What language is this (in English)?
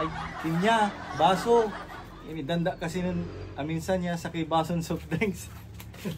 Pangasinan